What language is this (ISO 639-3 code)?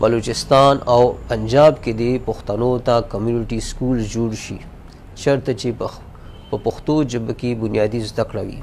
pus